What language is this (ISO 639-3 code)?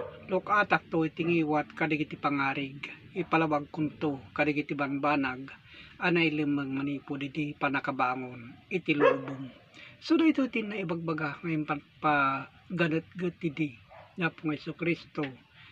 ilo